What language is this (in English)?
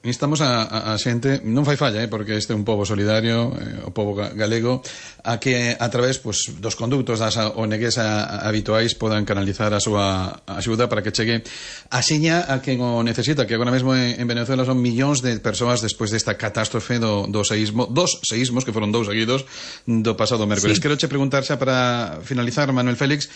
Galician